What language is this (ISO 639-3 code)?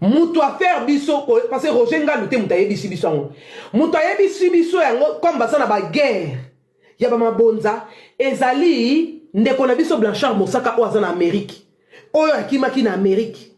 lin